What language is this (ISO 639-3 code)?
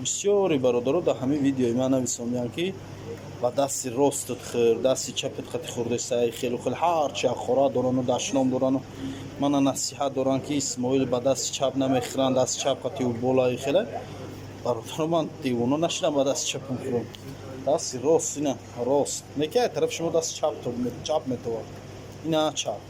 tgk